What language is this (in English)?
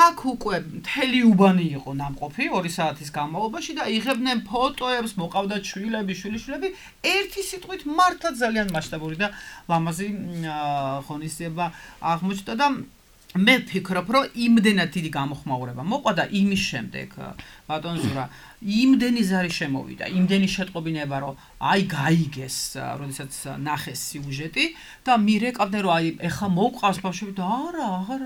Georgian